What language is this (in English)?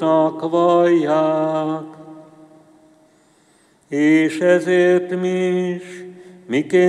Hungarian